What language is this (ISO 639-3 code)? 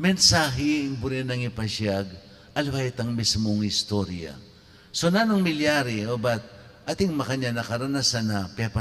pam